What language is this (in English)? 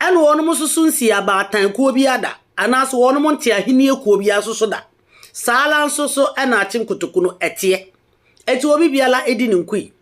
Akan